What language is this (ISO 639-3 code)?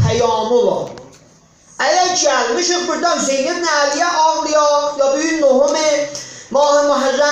azb